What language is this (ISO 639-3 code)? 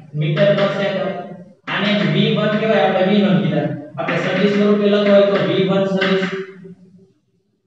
guj